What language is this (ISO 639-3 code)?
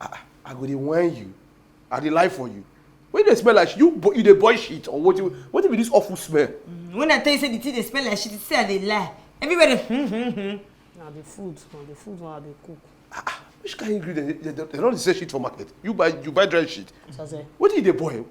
pcm